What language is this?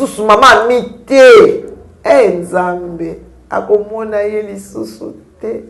Lingala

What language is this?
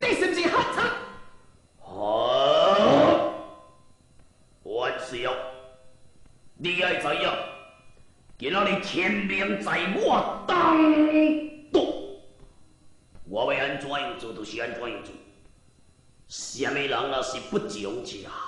Min Nan Chinese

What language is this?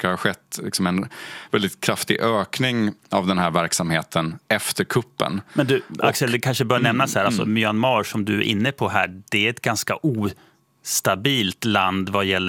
Swedish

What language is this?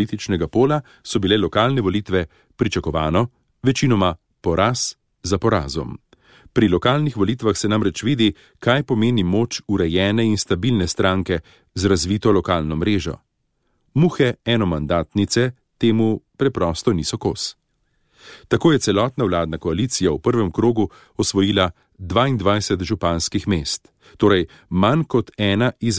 Slovenian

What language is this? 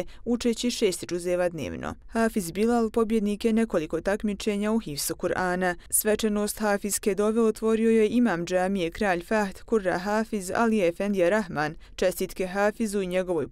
Bosnian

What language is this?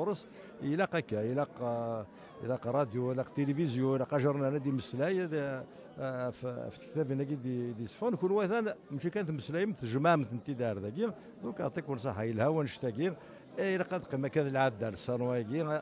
Kabyle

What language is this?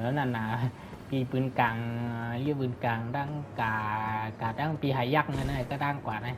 Shan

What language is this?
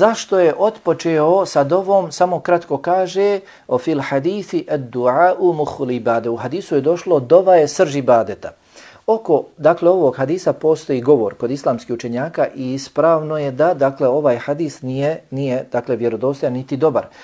Bosnian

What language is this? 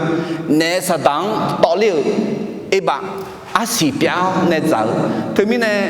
Akha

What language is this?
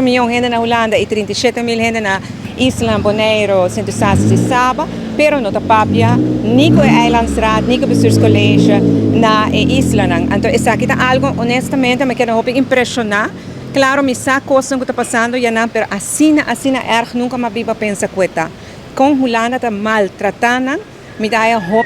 Papiamento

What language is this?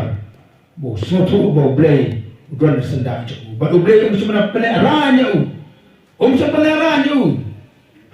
Khasi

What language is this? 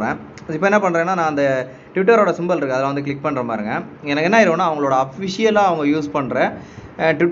Tamil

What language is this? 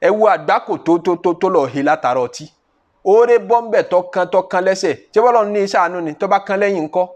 Yoruba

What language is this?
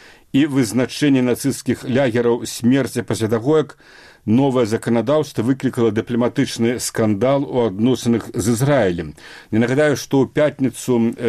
Belarusian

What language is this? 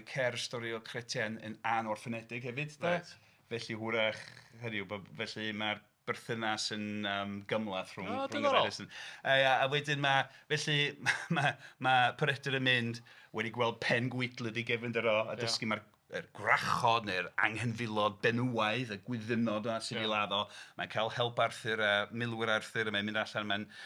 Welsh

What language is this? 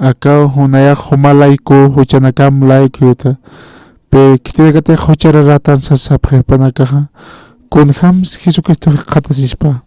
Aymara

